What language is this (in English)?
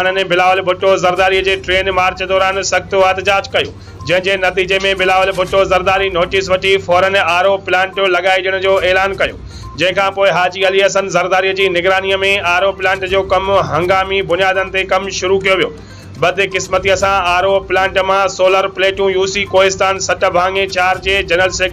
Sindhi